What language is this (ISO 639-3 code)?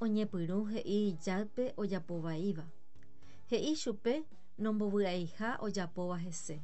grn